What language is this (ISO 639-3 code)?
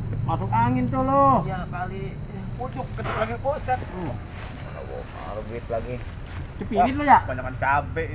bew